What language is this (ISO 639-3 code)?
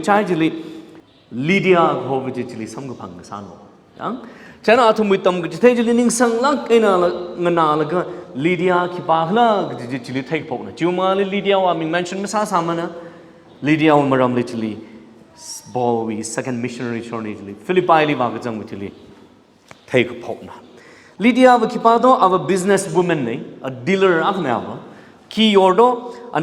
nmf